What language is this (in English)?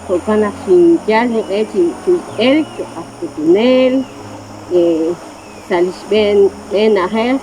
Kekchí